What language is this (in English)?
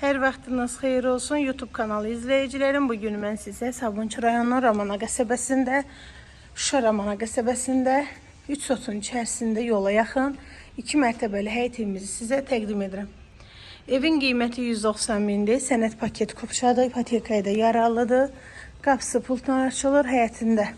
Azerbaijani